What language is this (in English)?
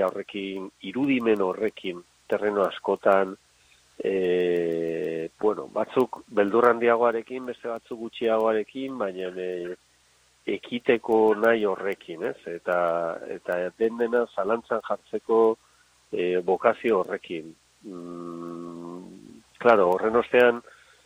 Basque